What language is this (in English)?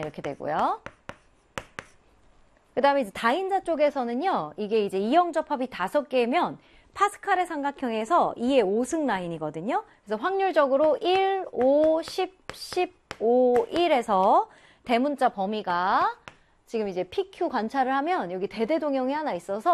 Korean